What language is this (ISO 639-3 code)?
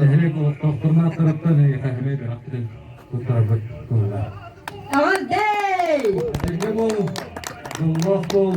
sah